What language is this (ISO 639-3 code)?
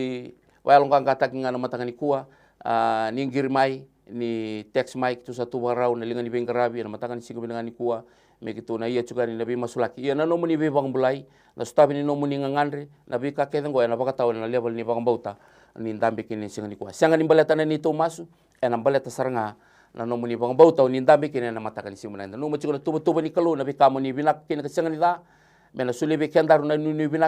fij